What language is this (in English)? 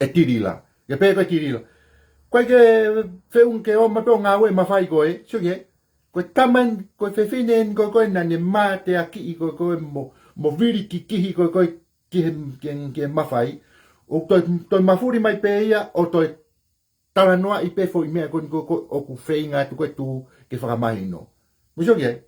Tongan